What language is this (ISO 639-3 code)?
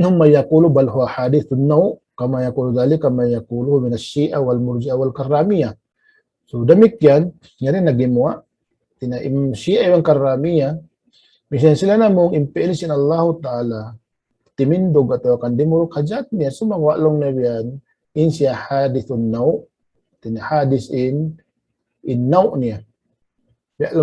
tsg